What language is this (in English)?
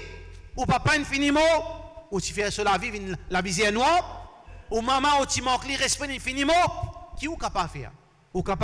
Morisyen